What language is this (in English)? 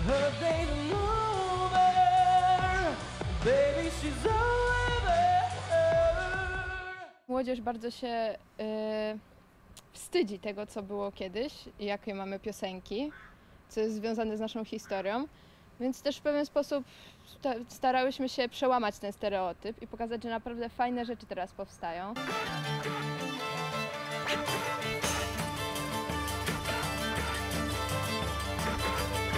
Polish